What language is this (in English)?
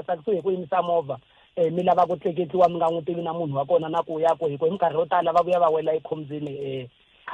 Tsonga